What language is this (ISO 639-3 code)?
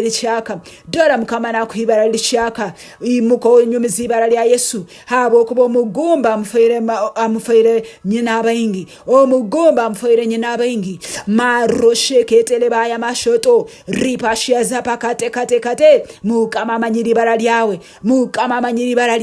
nyn